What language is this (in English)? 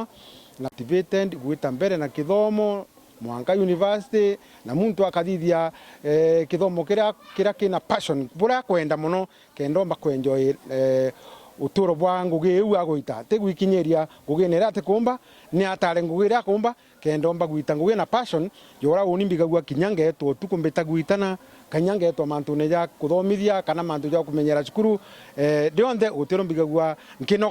Meru